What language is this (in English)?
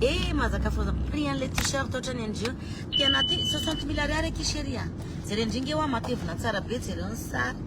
Malagasy